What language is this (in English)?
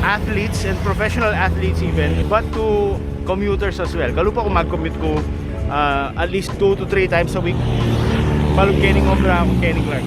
Pampanga